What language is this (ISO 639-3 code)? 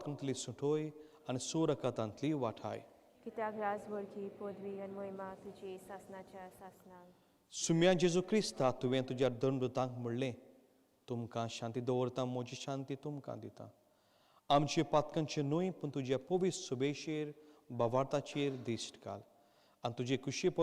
kok